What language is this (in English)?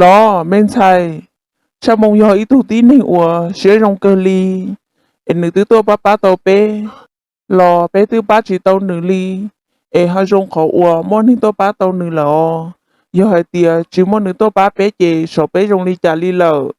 Hmong